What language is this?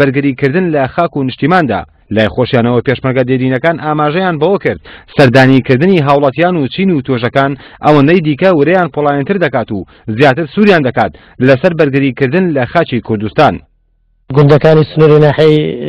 Central Kurdish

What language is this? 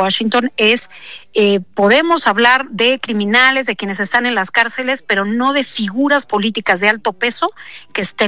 Spanish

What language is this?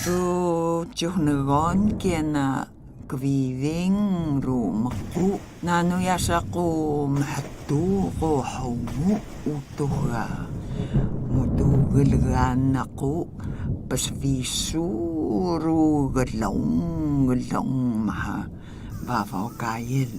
Atayal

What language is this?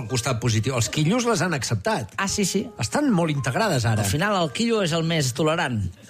Catalan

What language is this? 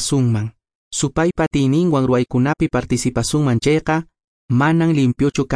Quechua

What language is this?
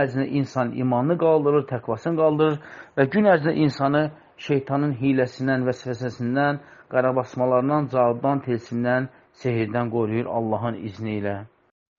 Azerbaijani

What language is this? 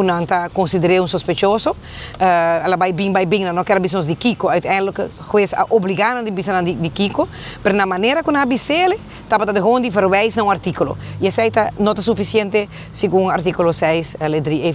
Papiamento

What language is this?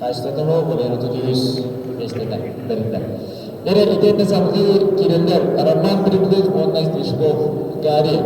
Yakut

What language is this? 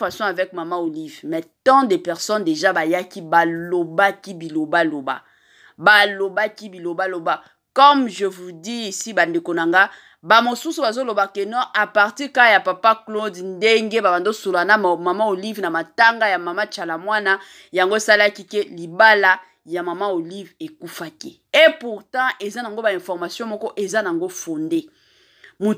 Lingala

